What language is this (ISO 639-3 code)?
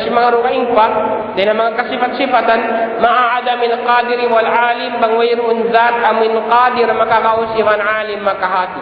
tsg